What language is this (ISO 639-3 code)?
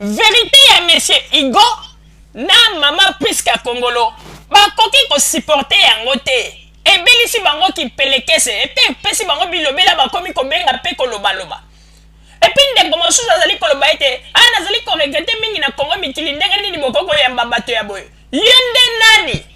lin